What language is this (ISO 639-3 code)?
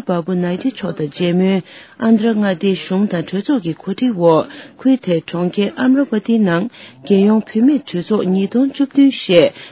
bod